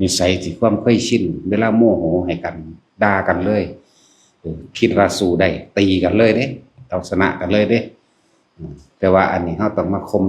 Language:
Lao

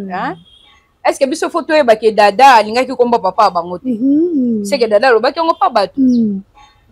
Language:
Lingala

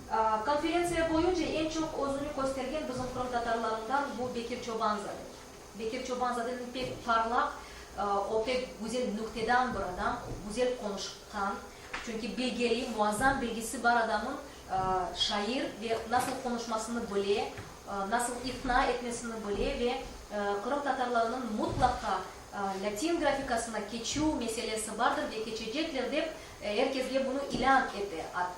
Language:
Crimean Tatar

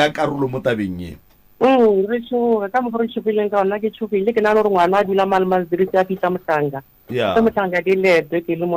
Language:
Northern Sotho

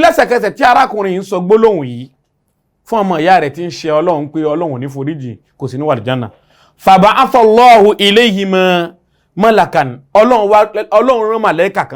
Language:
Yoruba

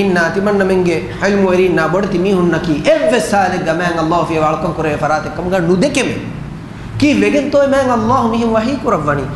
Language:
Divehi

